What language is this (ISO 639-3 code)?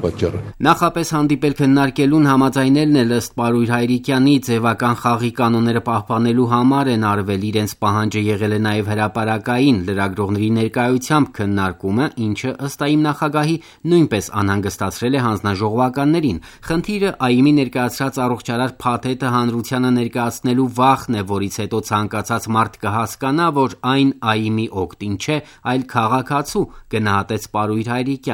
hye